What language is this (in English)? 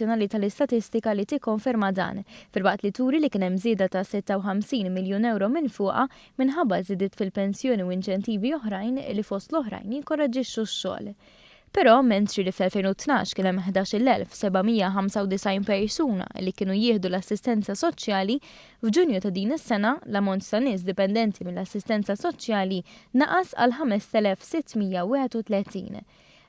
Maltese